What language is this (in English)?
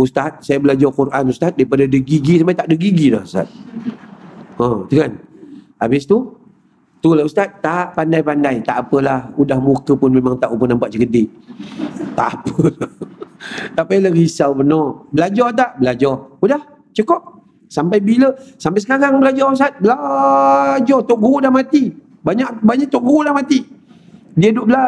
Malay